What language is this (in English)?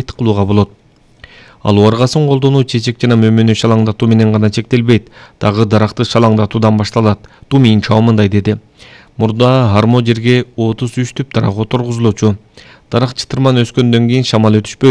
Kyrgyz